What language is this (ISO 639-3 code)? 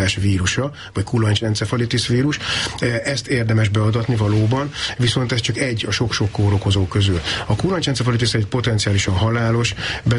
hun